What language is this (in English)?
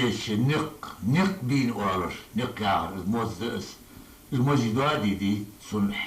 Ingush